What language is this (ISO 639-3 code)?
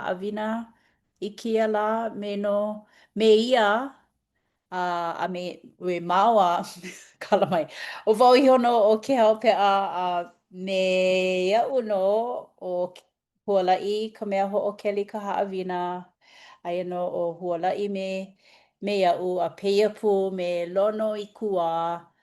haw